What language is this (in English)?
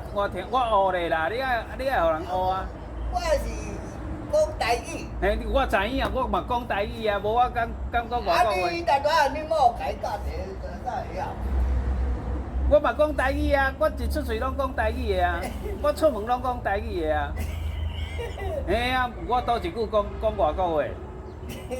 Min Nan Chinese